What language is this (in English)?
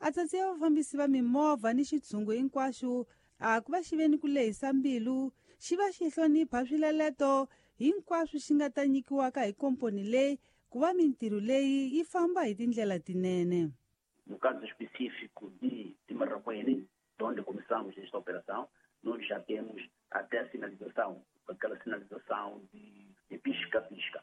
Tsonga